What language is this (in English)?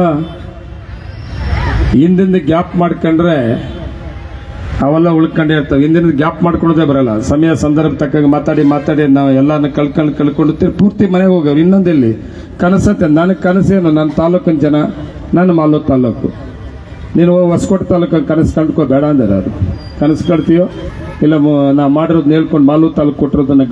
Kannada